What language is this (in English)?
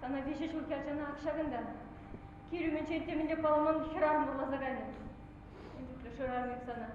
Chuvash